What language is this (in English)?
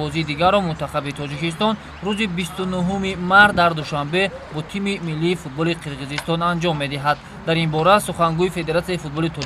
Tajik